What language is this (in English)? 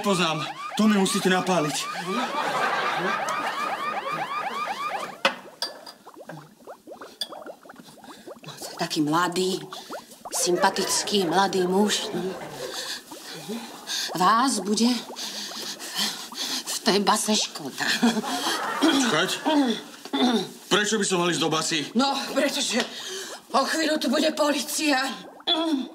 Slovak